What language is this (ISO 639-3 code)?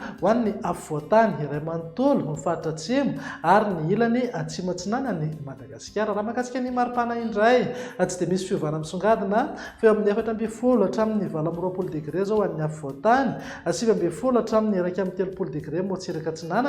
mlg